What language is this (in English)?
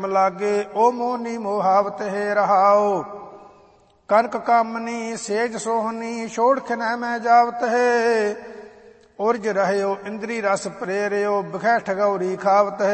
Punjabi